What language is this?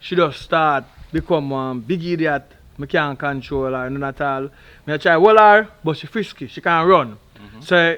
Jamaican Creole English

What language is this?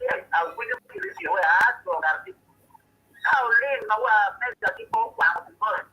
Acoli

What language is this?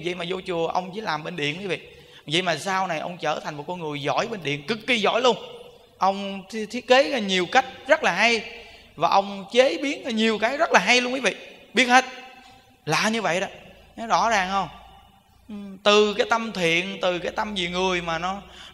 Vietnamese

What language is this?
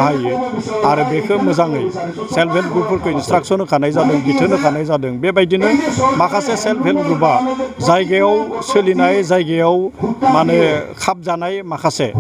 Bodo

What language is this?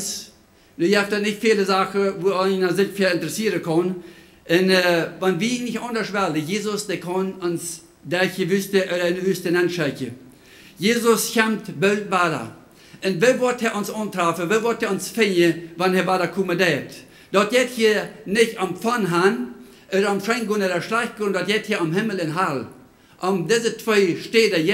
Plautdietsch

